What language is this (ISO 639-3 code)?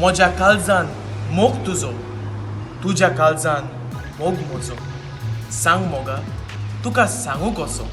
kok